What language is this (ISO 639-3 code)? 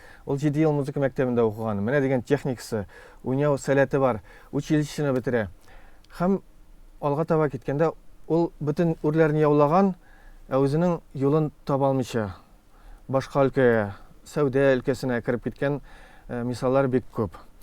tat